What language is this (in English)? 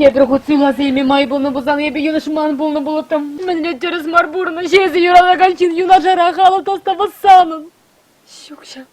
Chuvash